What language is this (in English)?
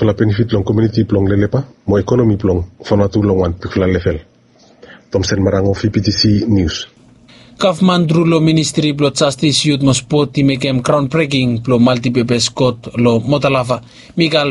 Bislama